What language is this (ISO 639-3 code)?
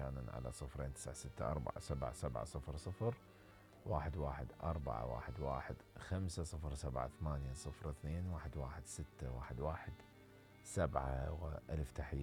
acm